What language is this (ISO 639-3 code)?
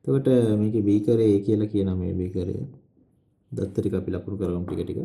sin